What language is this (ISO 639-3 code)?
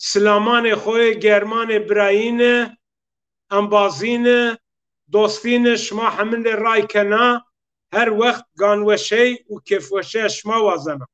zza